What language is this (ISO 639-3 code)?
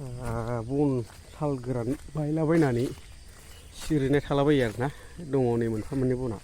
brx